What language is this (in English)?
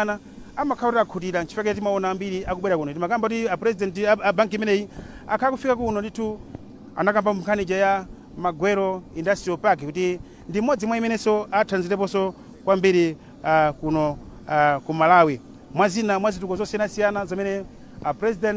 Nyanja